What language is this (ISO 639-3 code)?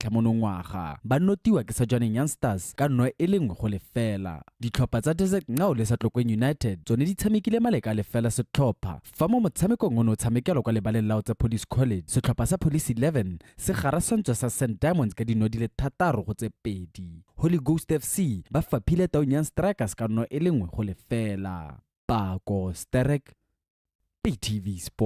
tsn